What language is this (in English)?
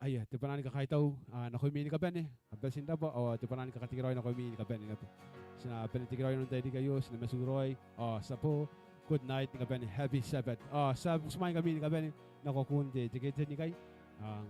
Gilbertese